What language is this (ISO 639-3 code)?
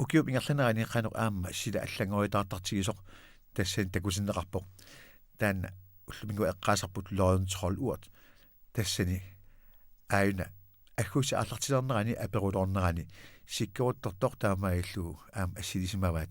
kal